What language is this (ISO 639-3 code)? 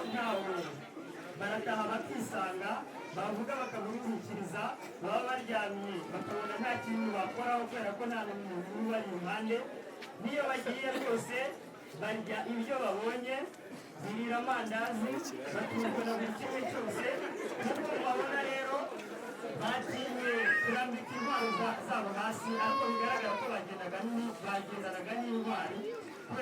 kin